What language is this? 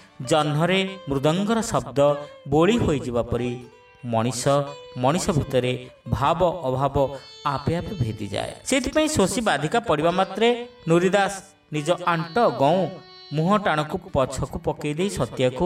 Odia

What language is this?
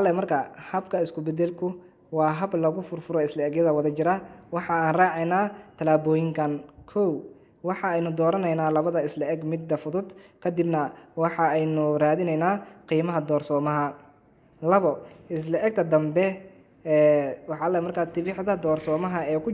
Somali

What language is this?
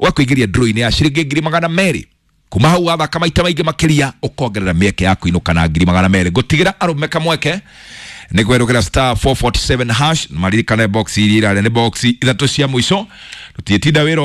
Kikuyu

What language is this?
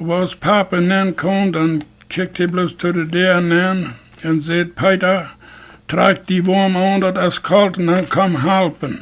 Plautdietsch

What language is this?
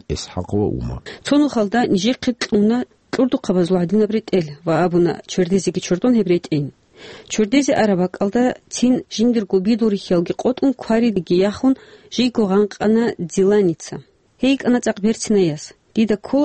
Avaric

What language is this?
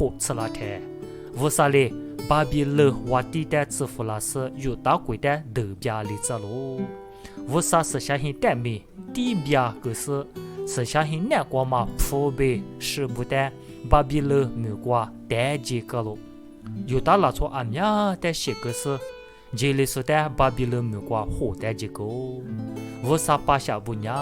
Lisu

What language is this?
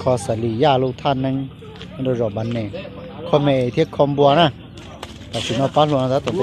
Hmong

